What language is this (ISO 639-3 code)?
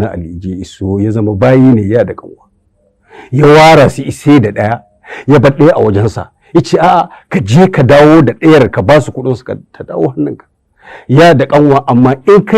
hau